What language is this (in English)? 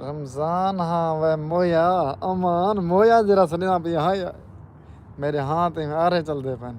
Saraiki